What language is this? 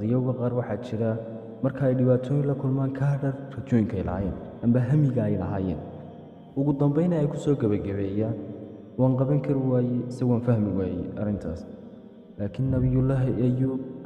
Somali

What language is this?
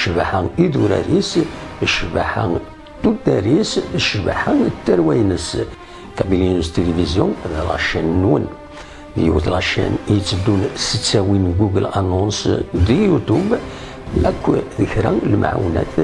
Kabyle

